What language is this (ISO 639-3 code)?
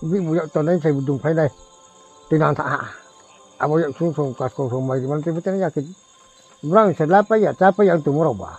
ria